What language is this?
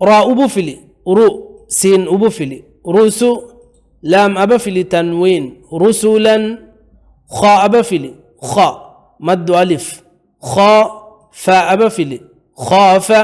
Divehi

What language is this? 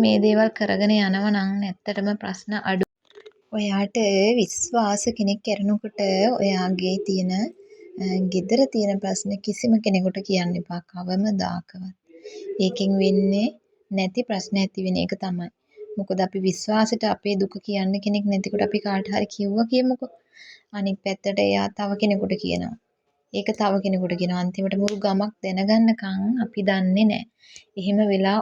Sinhala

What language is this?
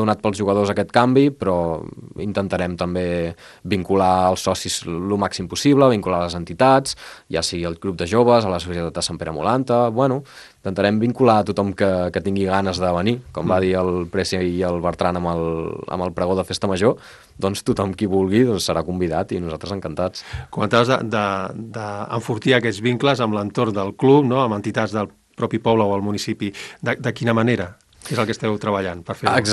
Catalan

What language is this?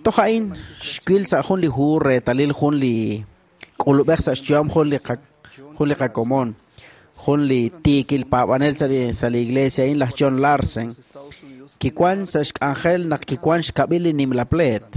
Kekchí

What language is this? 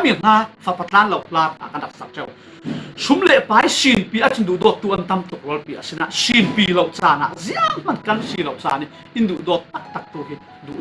Falam Chin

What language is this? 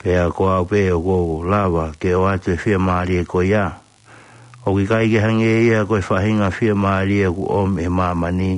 Tongan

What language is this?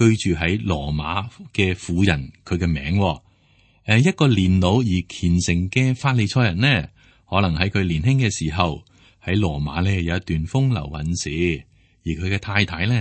Cantonese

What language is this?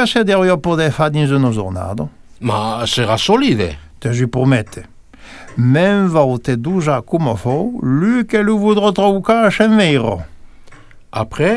Occitan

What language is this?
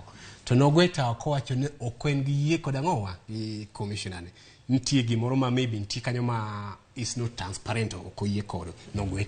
Luo (Kenya and Tanzania)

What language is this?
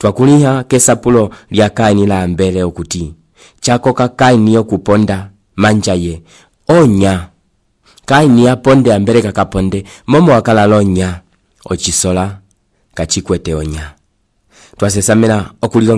Umbundu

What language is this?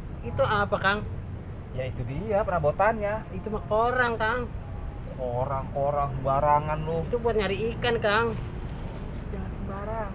Betawi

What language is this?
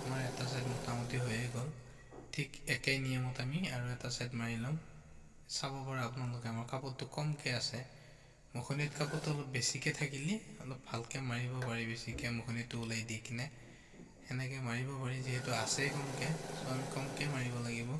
Assamese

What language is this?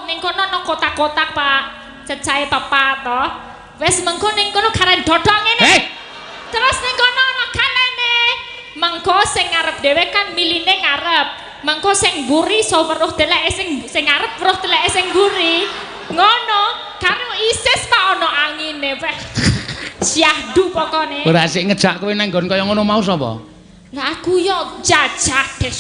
Javanese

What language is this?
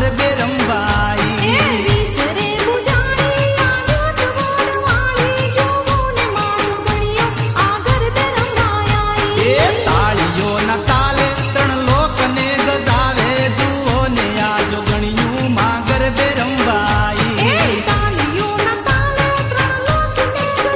Gujarati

